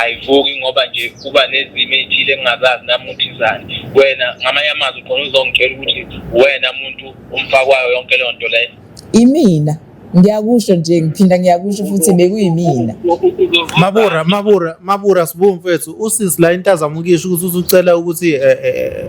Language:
Zulu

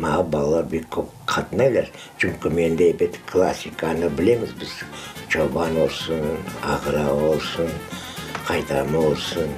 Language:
Crimean Tatar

